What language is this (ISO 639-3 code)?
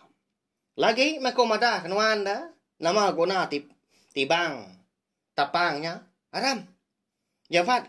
iba